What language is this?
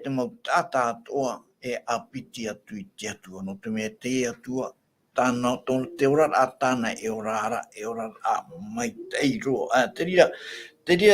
Tahitian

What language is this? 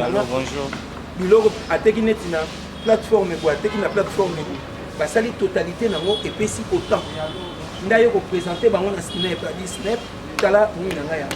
Lingala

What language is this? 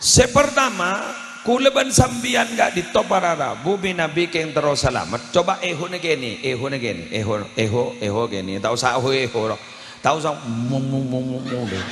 Madurese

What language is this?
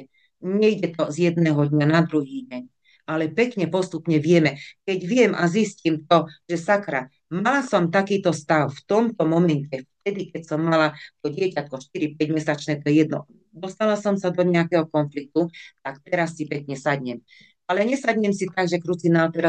Slovak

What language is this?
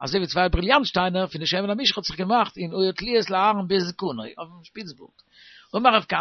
Yiddish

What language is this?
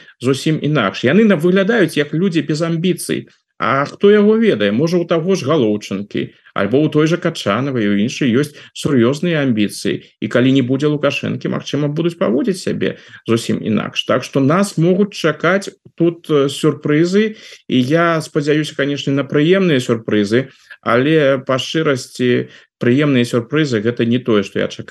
Belarusian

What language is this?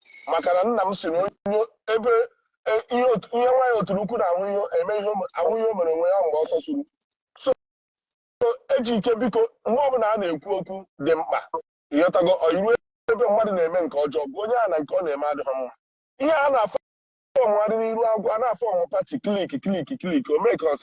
Igbo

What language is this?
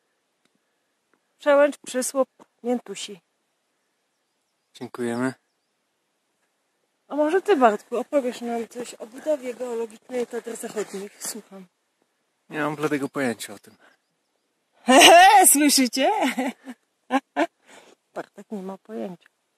Polish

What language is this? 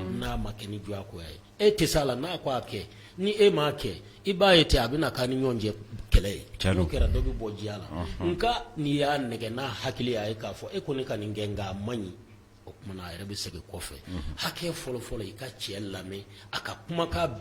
Bambara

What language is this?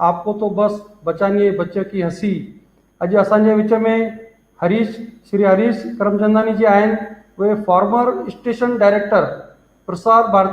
Sindhi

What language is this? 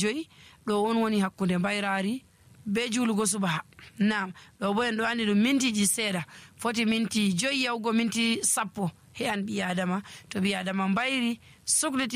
Nigerian Fulfulde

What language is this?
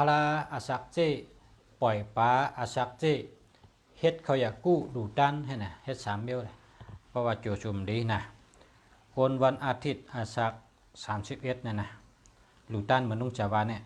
Shan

